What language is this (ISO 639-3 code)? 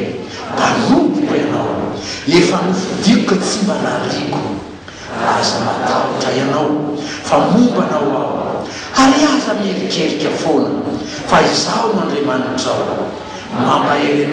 mlg